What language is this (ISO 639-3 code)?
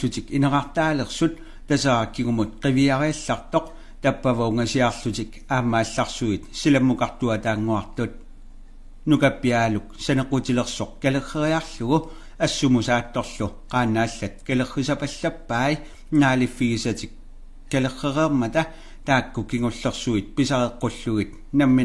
kal